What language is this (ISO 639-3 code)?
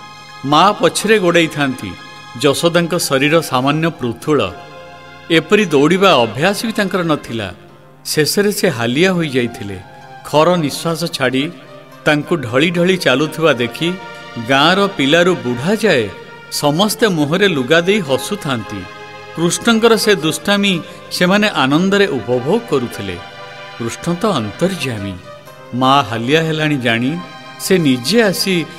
ori